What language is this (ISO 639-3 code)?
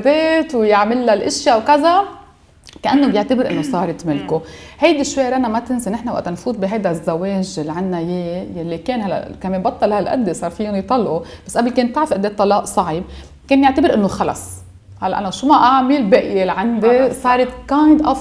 apc